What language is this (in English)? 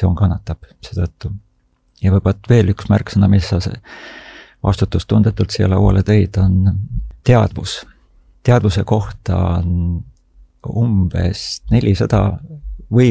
Estonian